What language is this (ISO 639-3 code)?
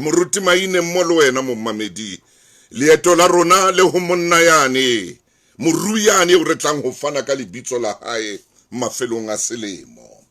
sot